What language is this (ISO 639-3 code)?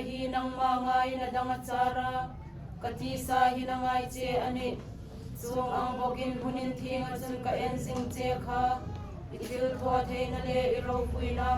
hmr